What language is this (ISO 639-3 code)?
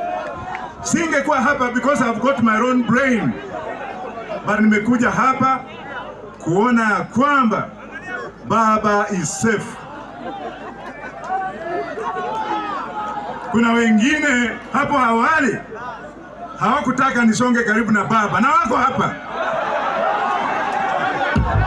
swa